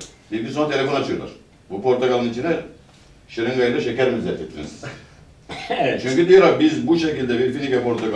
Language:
Turkish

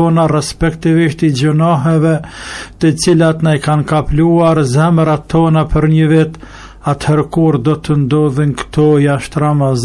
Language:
Albanian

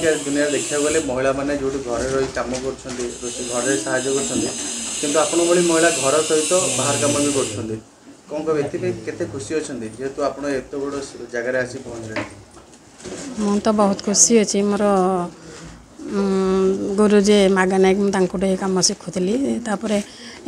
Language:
Odia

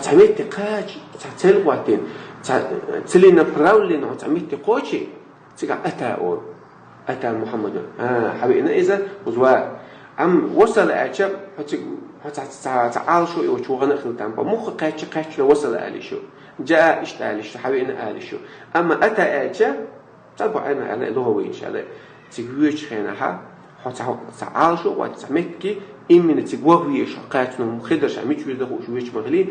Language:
Chechen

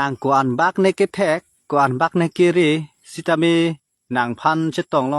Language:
Karbi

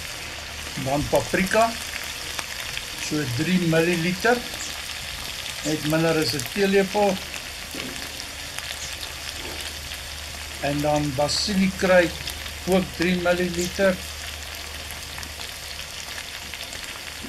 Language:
Afrikaans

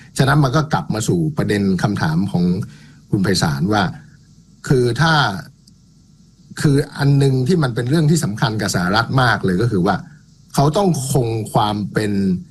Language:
Thai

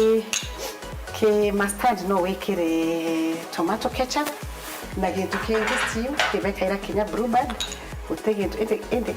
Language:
Meru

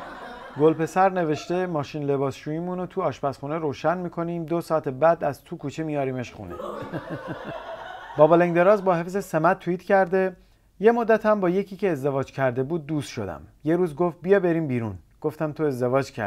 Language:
Persian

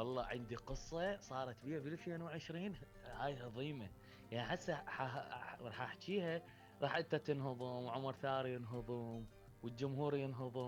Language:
Mesopotamian Arabic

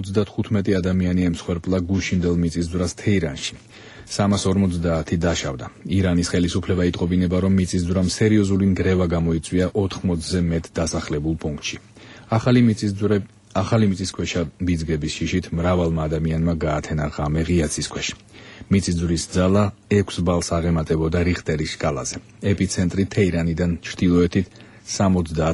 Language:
Georgian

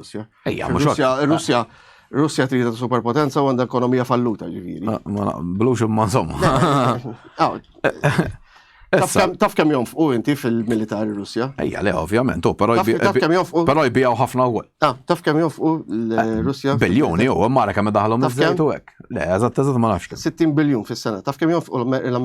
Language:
Maltese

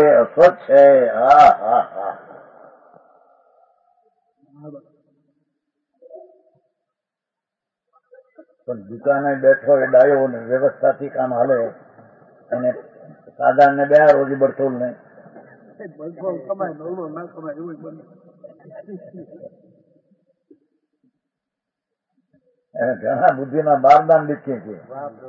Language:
Gujarati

